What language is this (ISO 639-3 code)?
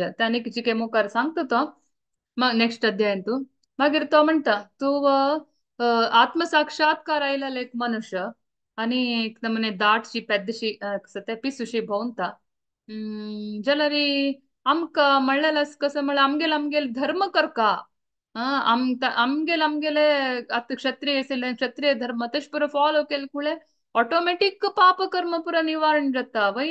kok